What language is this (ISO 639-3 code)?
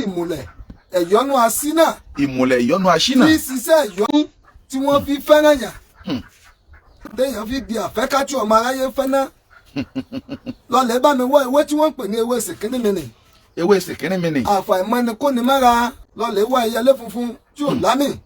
yor